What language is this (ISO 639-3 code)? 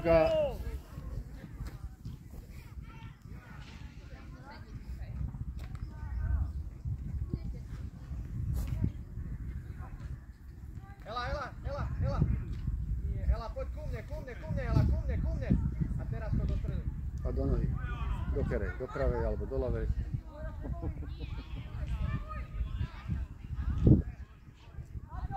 slk